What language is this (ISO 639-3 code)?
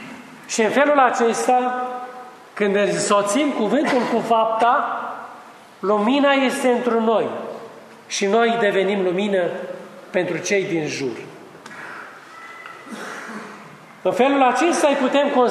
ron